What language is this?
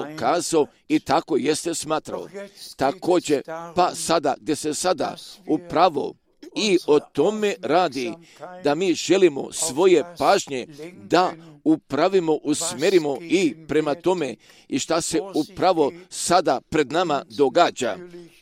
Croatian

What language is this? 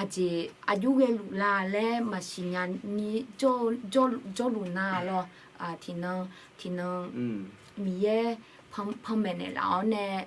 Akha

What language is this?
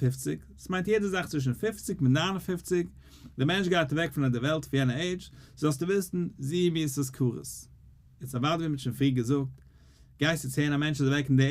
Yiddish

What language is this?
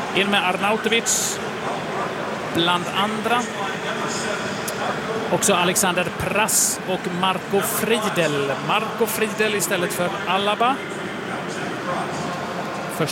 Swedish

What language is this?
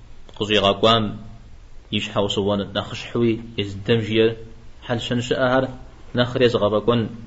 Kabardian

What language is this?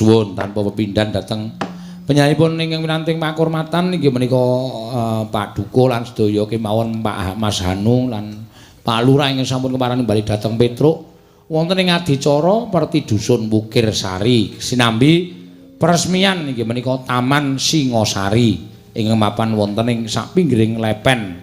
Javanese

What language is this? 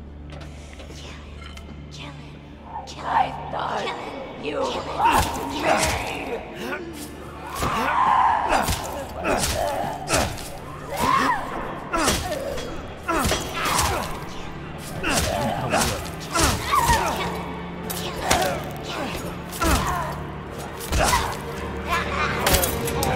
Vietnamese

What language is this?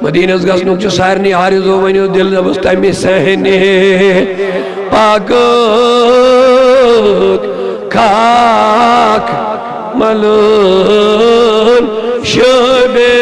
Kashmiri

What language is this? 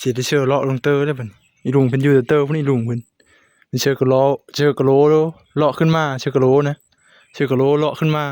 Northeastern Thai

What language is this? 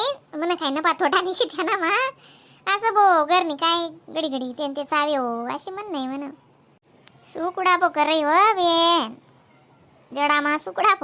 Khandesi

